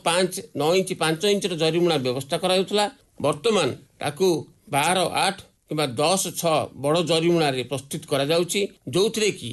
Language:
Odia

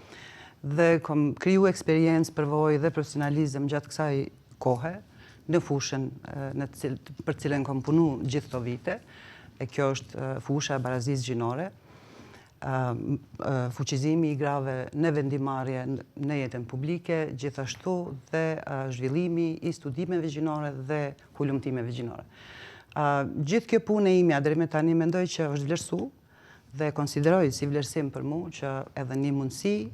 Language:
Albanian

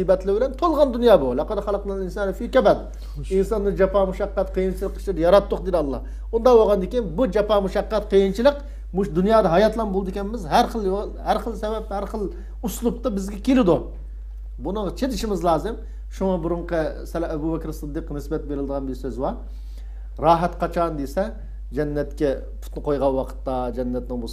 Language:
Uyghur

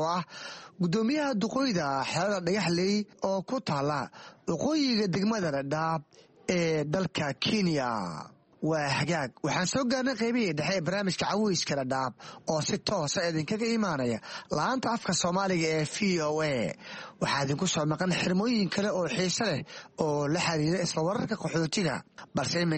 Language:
Somali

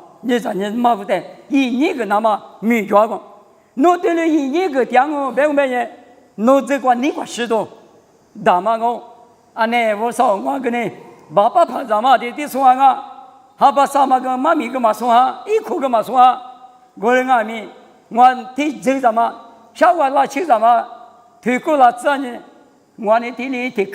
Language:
Lisu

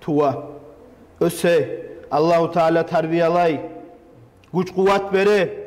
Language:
Kumyk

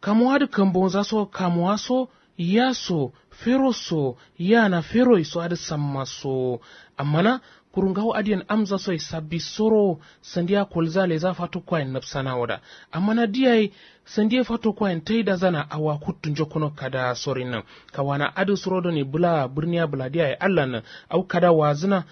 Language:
Kanuri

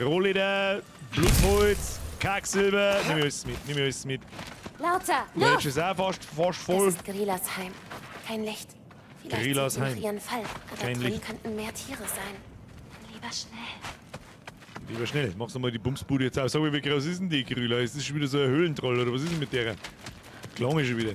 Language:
Bavarian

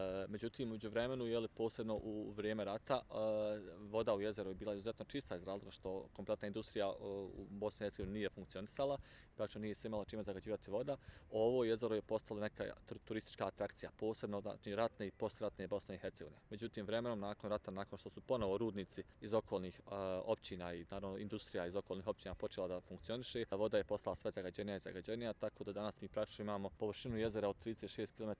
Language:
Bosnian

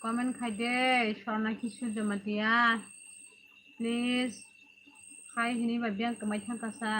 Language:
Kok Borok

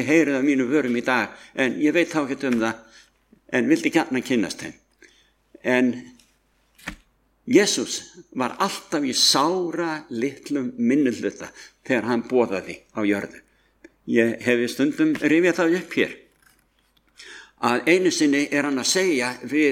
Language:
Icelandic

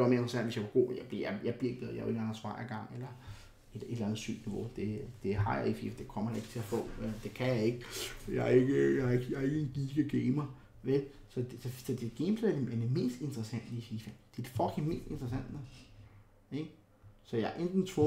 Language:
Danish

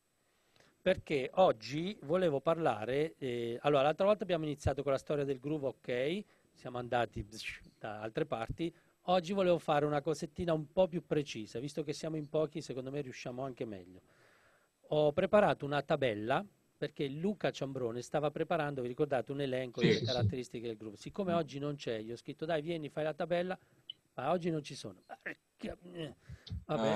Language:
Italian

